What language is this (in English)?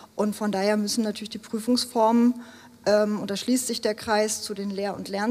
German